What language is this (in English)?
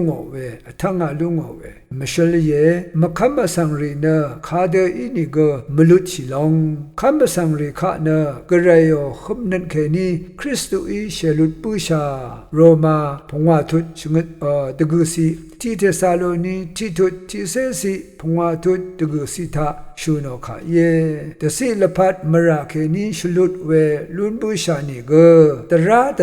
Rawang